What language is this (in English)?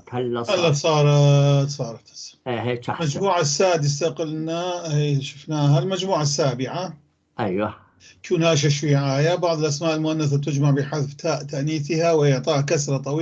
North Levantine Arabic